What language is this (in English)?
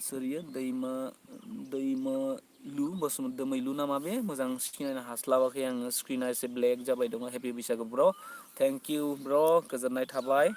Bodo